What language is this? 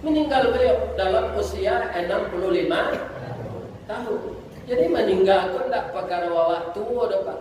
Minangkabau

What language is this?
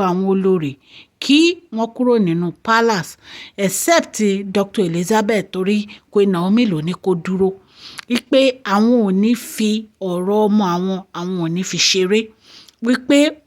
Yoruba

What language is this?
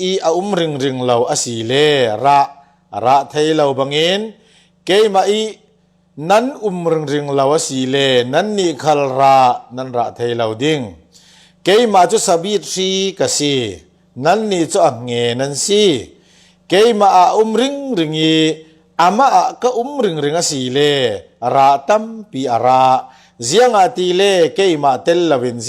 Falam Chin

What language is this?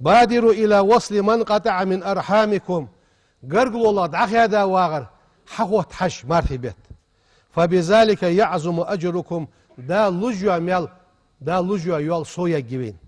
Ingush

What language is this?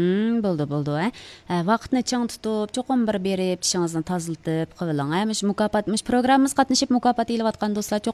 Uyghur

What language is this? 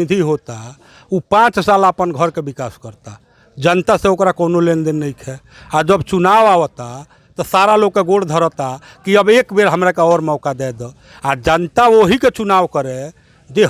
Bhojpuri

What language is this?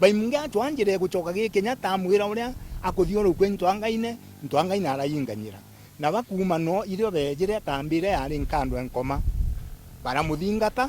Meru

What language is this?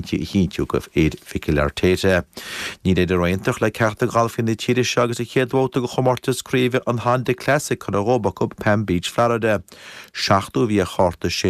Irish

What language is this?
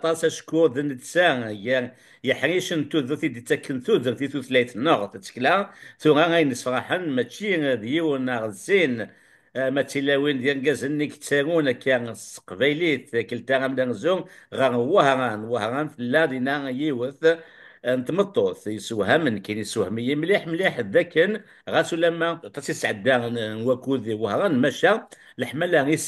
Kabyle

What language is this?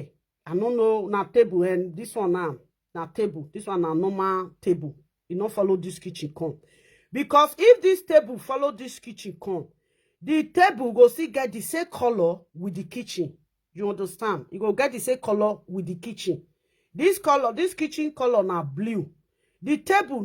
Nigerian Pidgin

